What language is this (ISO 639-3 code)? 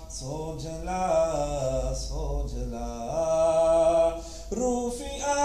urd